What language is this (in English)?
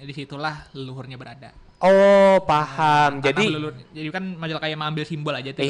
Banjar